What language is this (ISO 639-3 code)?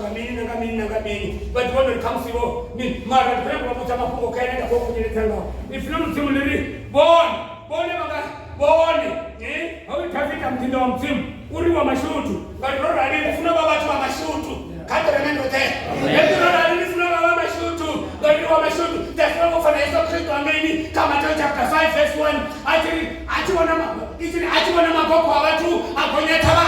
ven